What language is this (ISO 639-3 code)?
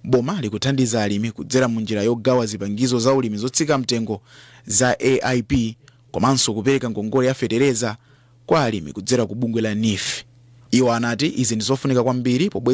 nya